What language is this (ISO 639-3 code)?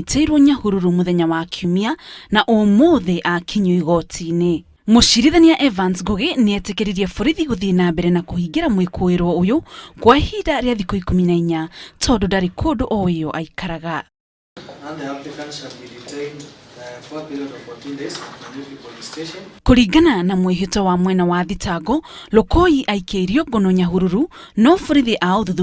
kik